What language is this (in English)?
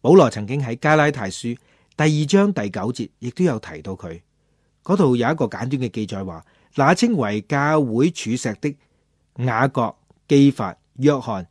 Cantonese